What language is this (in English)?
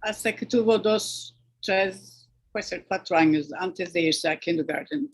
Ladino